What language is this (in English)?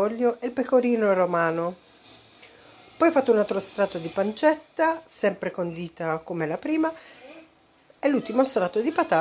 Italian